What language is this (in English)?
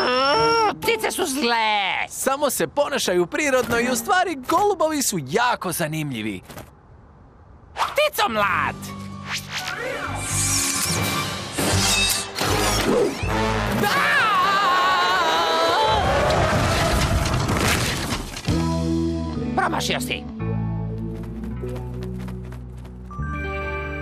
Croatian